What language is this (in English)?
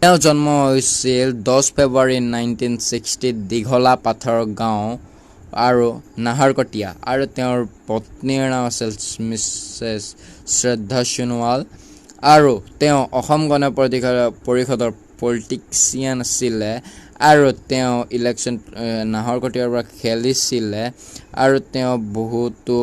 Assamese